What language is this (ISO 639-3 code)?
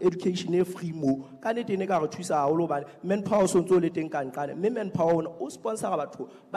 sot